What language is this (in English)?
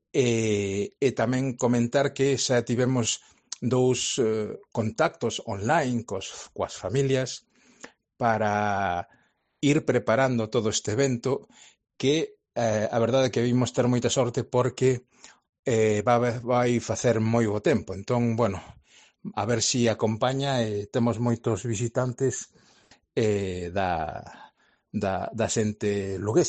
Galician